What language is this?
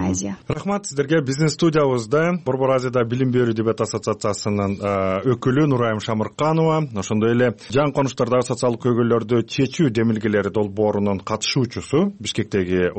Kyrgyz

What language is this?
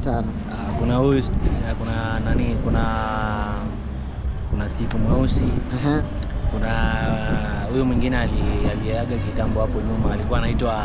Swahili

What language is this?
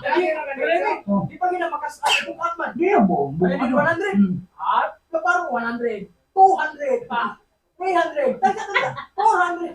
Cebuano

